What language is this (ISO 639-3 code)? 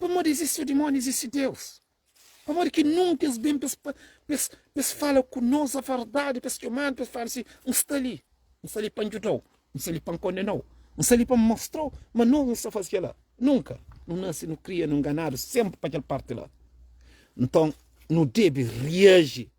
kea